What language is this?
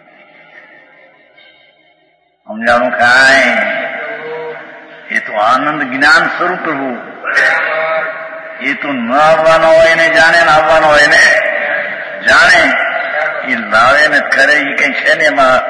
Gujarati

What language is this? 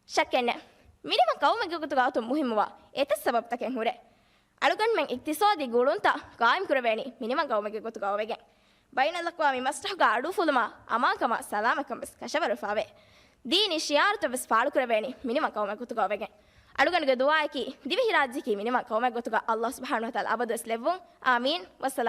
Divehi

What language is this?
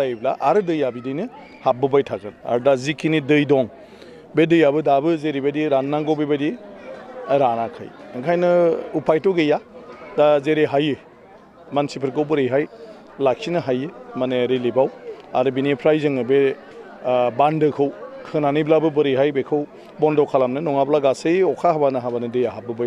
Bodo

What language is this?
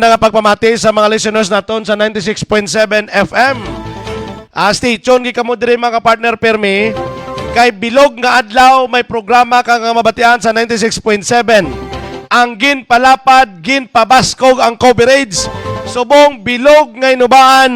Hiligaynon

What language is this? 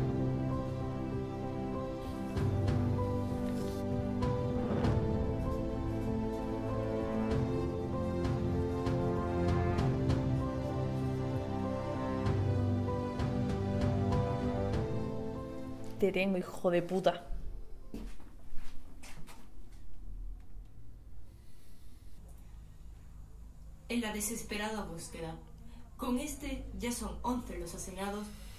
Spanish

